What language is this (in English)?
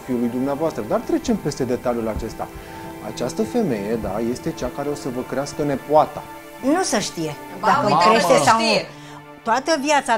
Romanian